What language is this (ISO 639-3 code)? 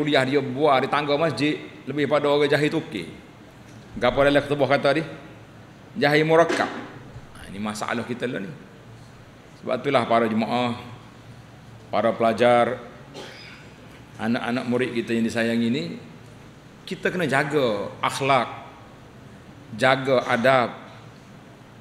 msa